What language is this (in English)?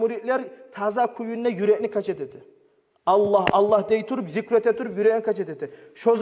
Kumyk